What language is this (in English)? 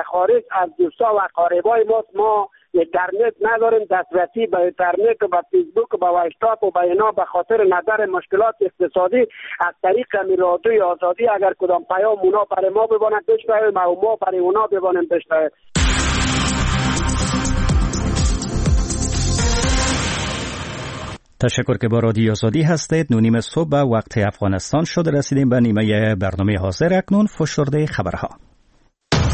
Persian